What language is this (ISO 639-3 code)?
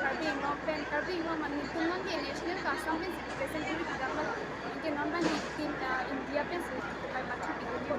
mjw